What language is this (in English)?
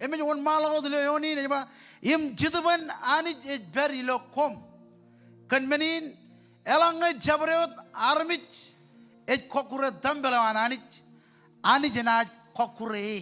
Marshallese